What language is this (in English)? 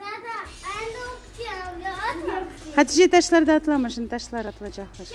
Crimean Tatar